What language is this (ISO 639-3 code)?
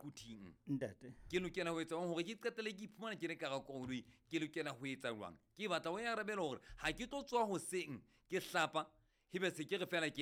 sot